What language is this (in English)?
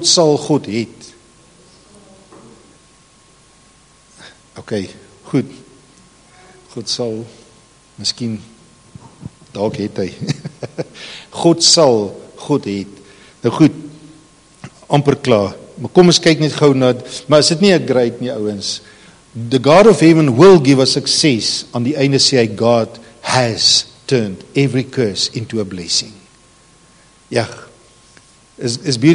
Afrikaans